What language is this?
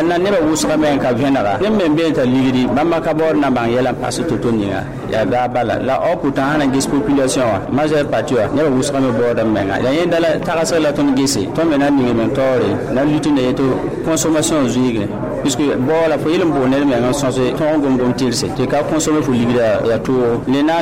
Mossi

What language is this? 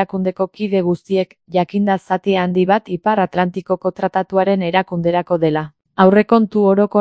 Basque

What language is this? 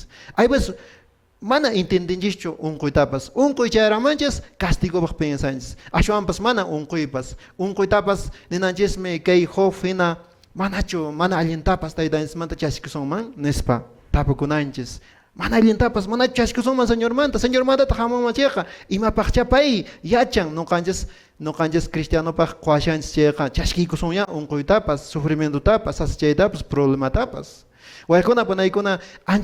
Quechua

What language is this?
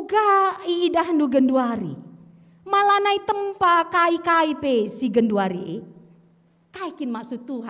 Batak Karo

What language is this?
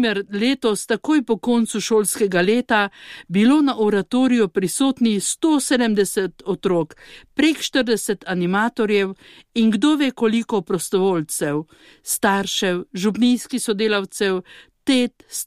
Slovenian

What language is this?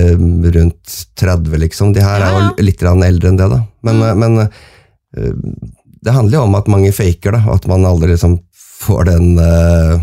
Norwegian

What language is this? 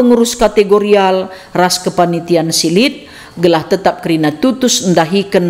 Batak Karo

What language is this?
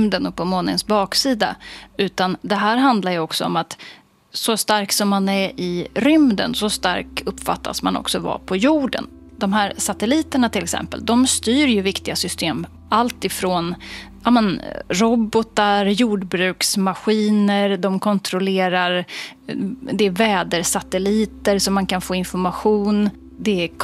Swedish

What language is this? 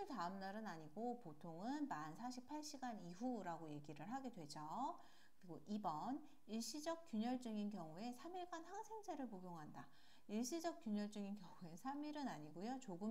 Korean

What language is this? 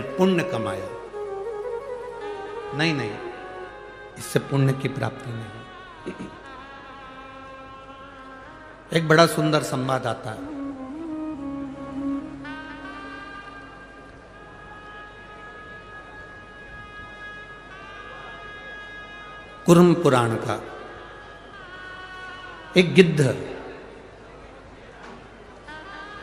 Hindi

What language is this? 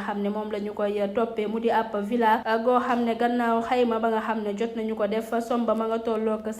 Wolof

